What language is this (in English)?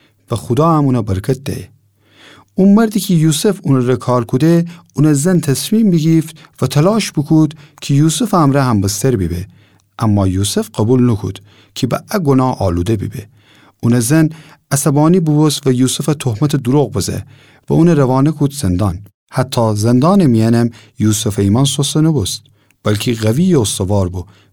Gilaki